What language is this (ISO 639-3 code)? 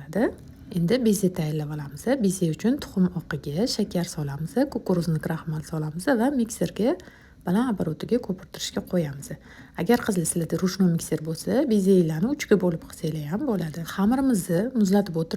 uzb